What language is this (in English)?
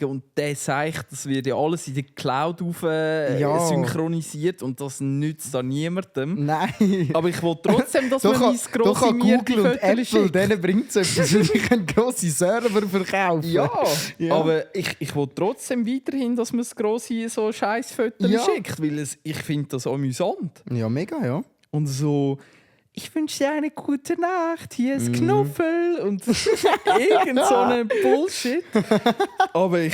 Swiss German